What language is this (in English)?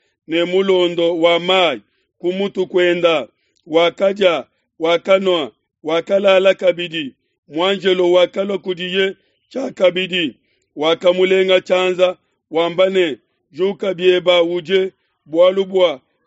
Luba-Lulua